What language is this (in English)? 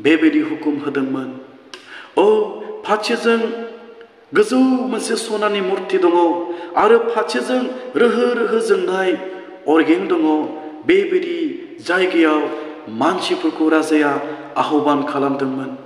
Bodo